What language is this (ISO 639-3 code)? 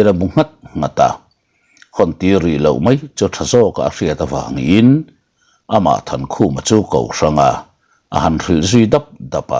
lus